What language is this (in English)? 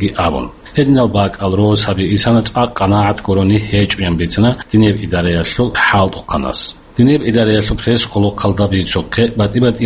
Avaric